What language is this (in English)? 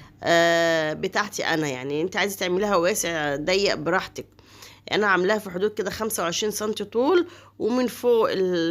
Egyptian Arabic